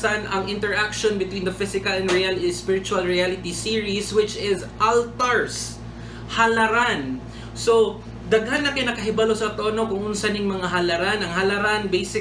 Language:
Cebuano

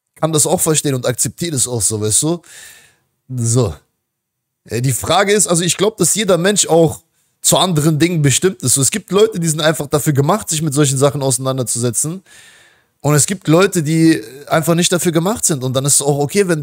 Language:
German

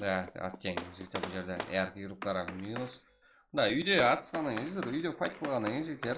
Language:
Kara-Kalpak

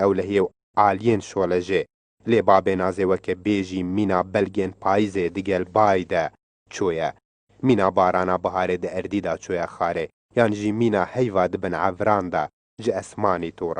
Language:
Kurdish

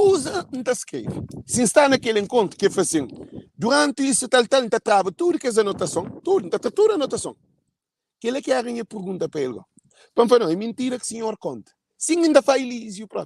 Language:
Kabuverdianu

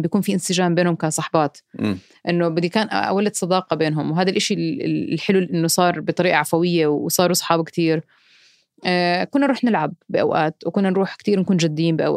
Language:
North Levantine Arabic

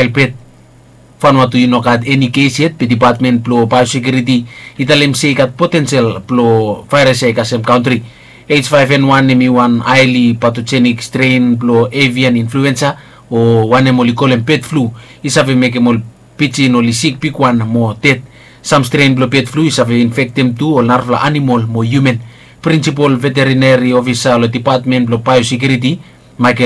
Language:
Bislama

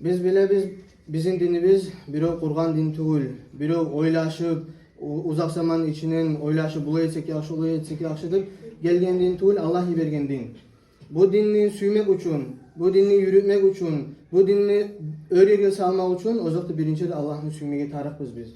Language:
Kumyk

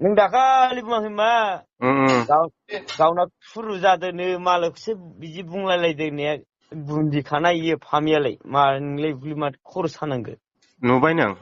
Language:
Bodo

